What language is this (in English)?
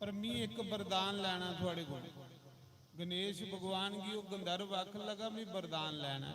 Dogri